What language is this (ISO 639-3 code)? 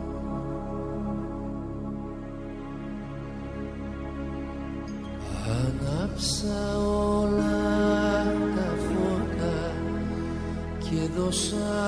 ell